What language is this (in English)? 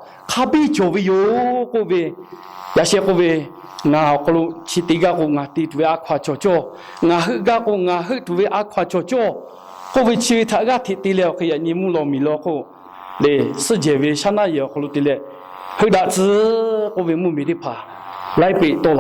Lahu